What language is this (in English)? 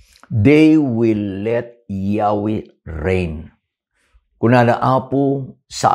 Iloko